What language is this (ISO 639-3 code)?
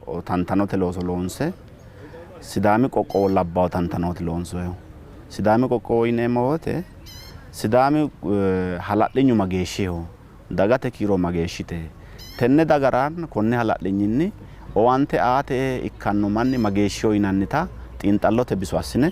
sid